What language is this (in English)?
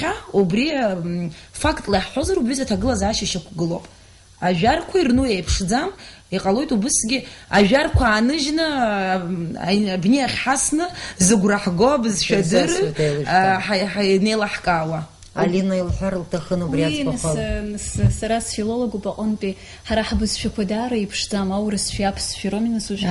Abkhazian